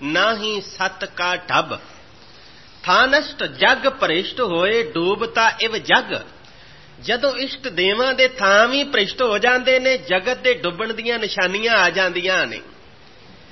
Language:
Punjabi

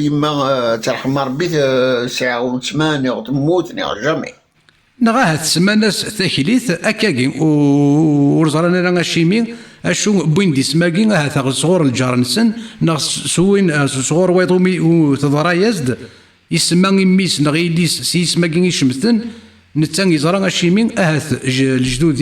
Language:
Kabyle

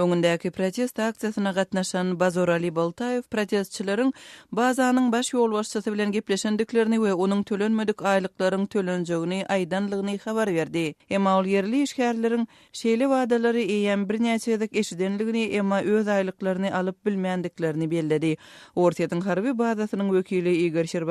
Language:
Turkmen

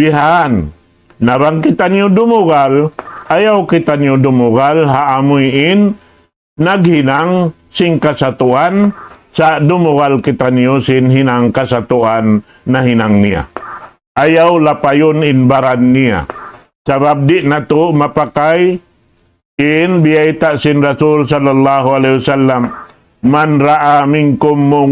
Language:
Tausug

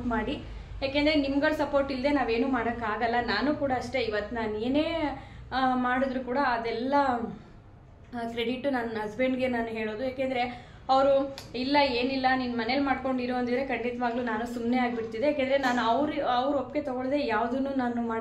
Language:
Kannada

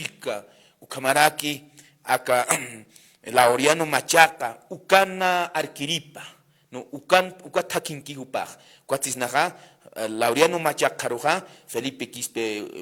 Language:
Aymara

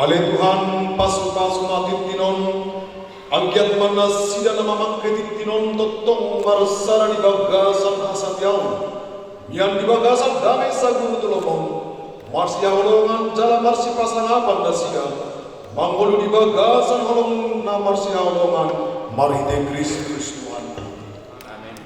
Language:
Batak Toba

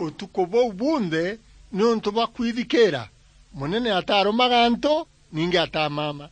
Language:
Meru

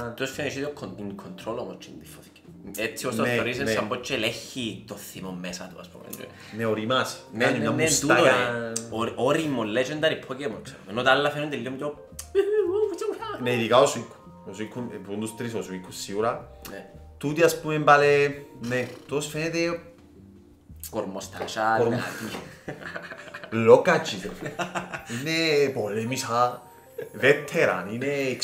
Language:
Greek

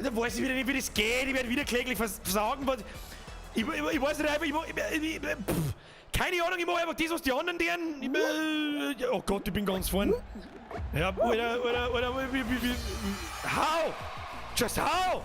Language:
Bavarian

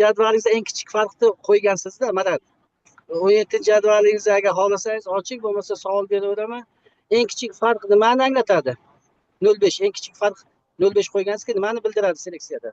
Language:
Uzbek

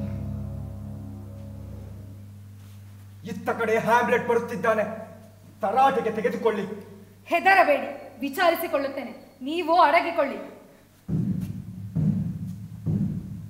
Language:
Kannada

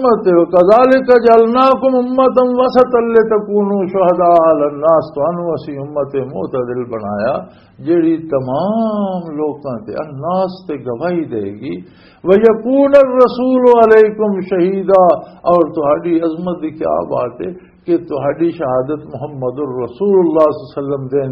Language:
Western Panjabi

